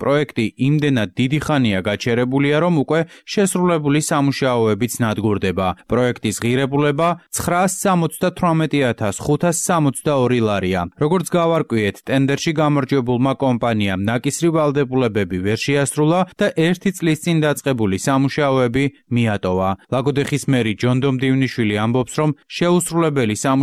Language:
Georgian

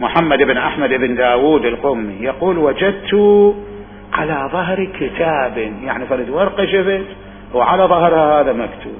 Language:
Mesopotamian Arabic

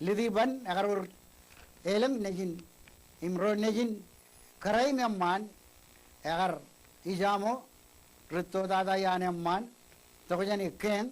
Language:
Marshallese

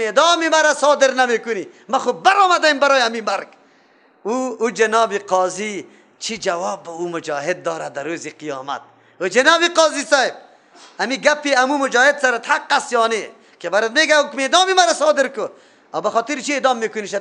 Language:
Persian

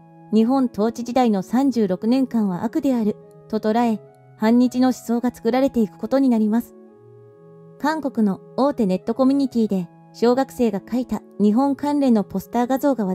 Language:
Japanese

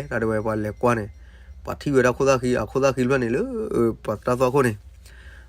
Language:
S'gaw Karen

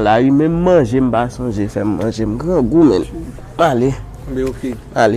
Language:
Haitian Creole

